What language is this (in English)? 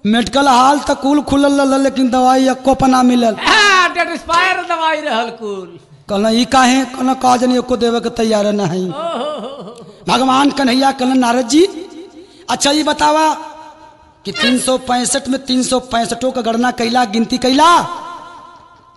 Bhojpuri